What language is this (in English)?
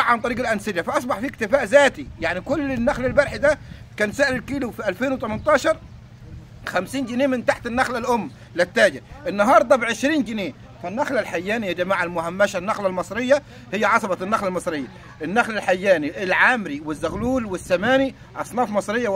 Egyptian Arabic